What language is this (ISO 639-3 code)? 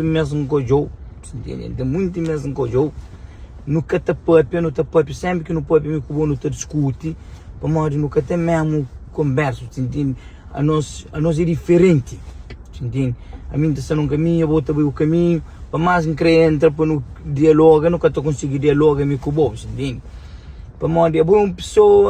kea